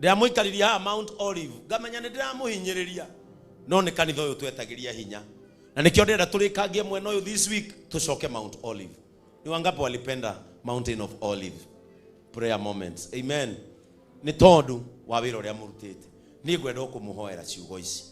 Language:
Kikuyu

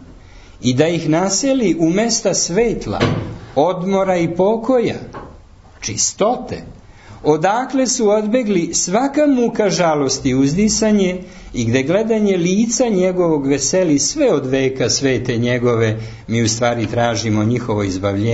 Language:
Serbian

